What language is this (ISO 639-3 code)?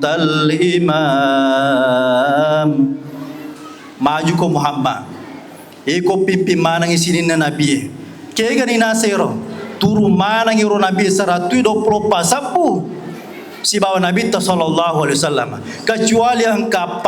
bug